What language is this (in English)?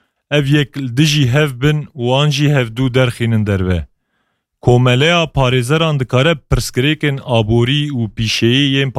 Kurdish